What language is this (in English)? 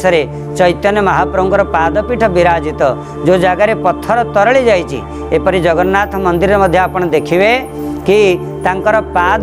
Odia